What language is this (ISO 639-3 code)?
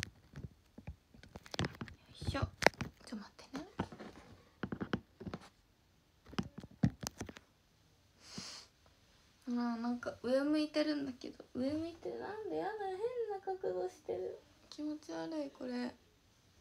jpn